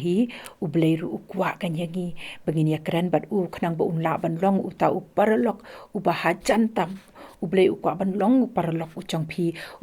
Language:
Khasi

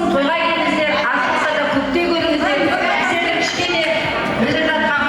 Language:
Kara-Kalpak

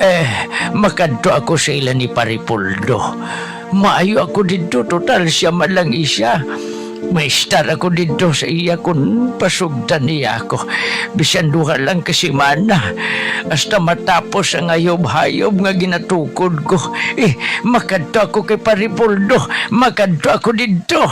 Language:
Hiligaynon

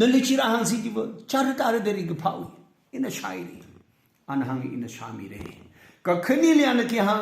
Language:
Tangkhul Naga (India)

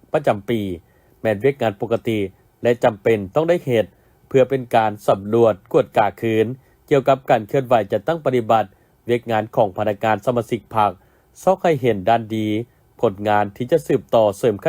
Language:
Lao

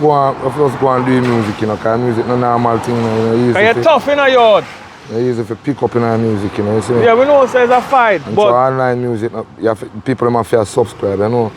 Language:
Jamaican Creole English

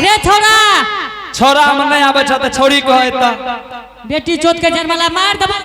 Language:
Angika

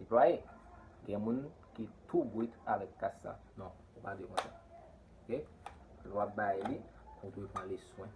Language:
Haitian Creole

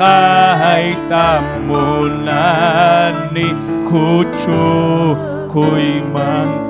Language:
Ayacucho Quechua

